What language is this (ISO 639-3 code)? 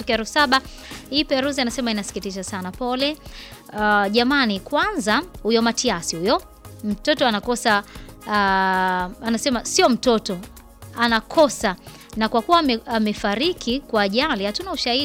swa